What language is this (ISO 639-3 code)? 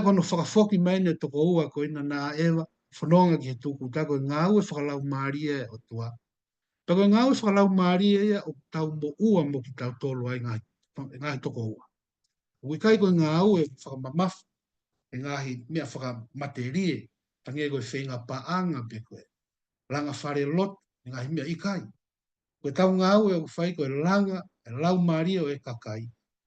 ton